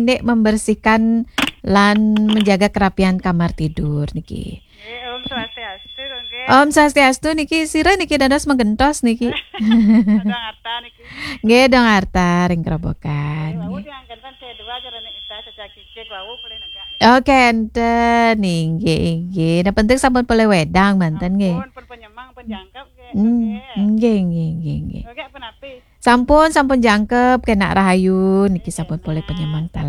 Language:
Balinese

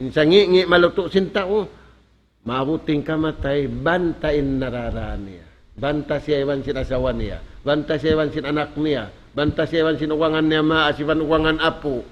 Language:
Tausug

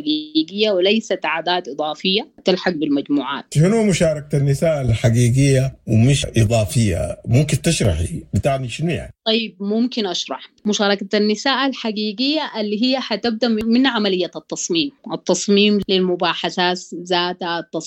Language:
Sudanese Arabic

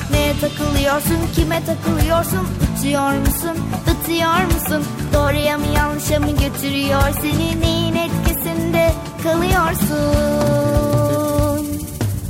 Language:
Turkish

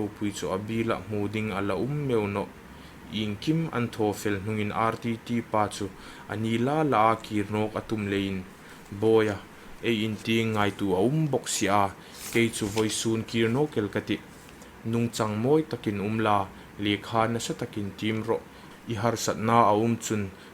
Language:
Hmar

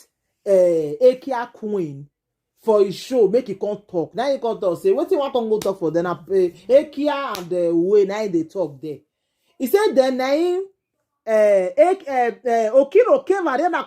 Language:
Nigerian Pidgin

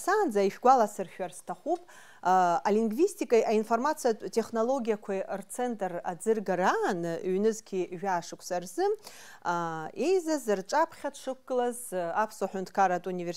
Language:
Abkhazian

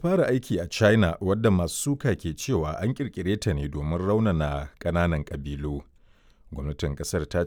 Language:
Hausa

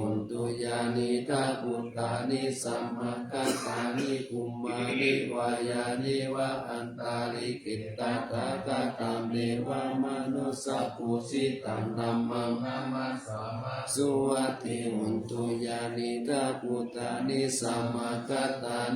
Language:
Pali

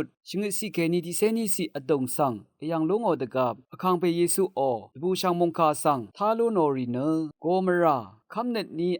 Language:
Rawang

